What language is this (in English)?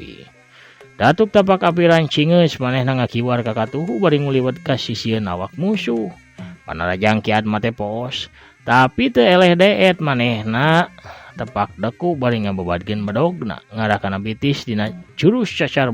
Sundanese